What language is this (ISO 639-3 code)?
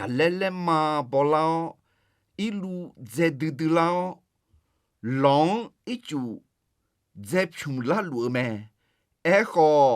ahk